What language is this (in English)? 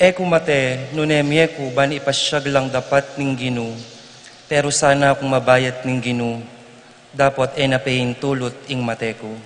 Pampanga